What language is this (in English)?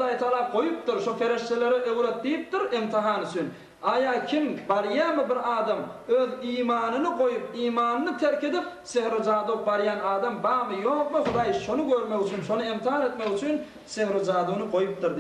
Turkmen